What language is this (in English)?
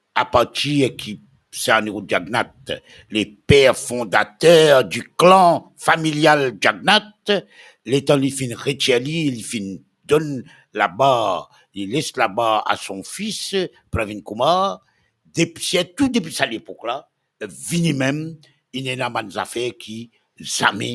Morisyen